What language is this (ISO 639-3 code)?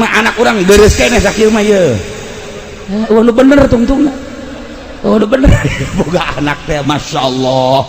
sun